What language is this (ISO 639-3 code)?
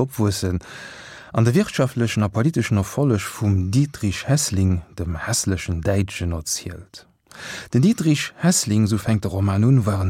ltz